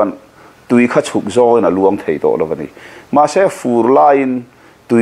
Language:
Mizo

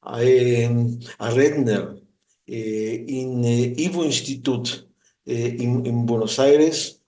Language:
Yiddish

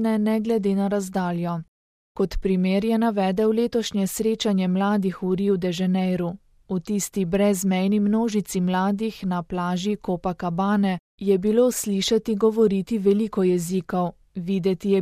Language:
Slovenian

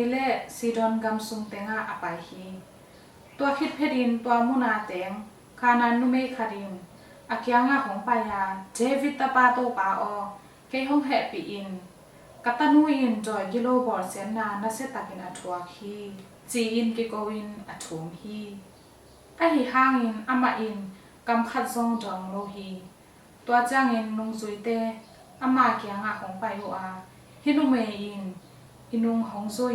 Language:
Tedim Chin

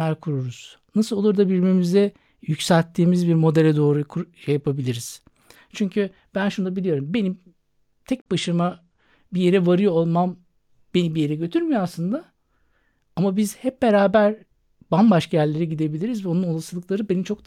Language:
Turkish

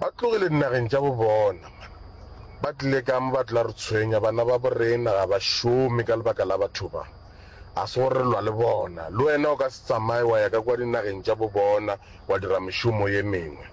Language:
Northern Sotho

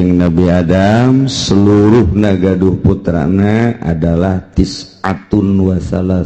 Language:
Sundanese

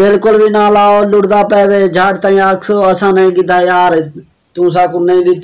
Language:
Saraiki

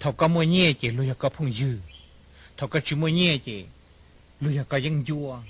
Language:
Hmong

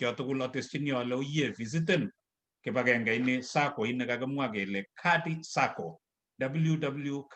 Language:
Kalenjin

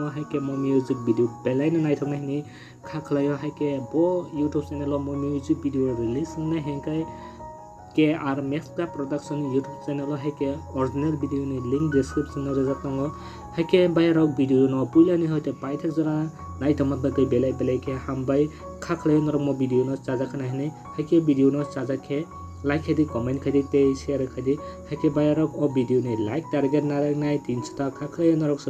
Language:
Kok Borok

